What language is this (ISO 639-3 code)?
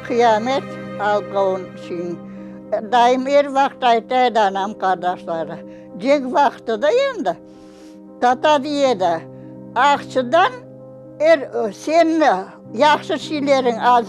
crh